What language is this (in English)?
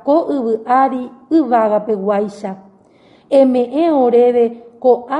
Guarani